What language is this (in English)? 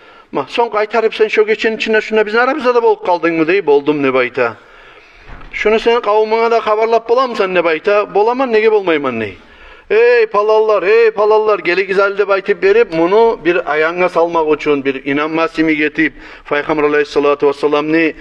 Kumyk